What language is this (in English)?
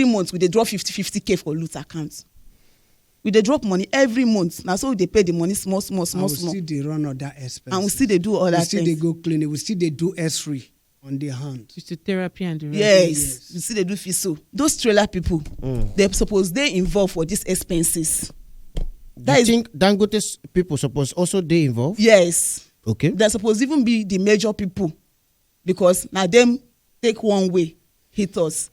Nigerian Pidgin